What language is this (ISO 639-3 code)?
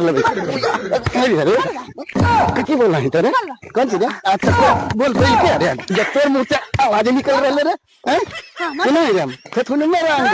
mag